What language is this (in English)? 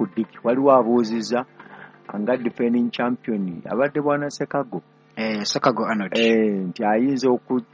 Ganda